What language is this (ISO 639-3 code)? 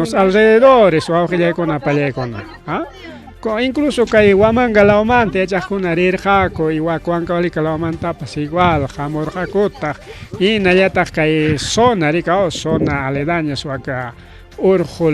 quy